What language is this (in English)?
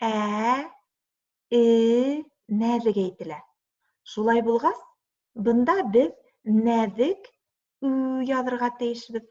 Bashkir